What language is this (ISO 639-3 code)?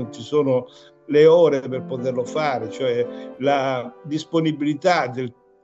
ita